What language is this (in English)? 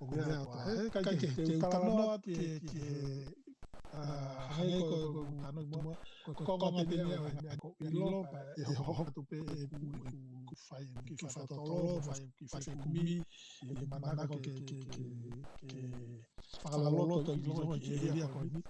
Tongan